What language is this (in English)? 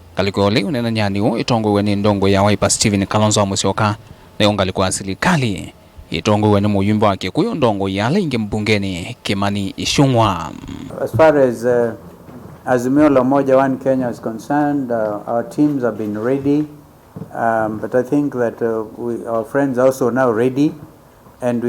Kamba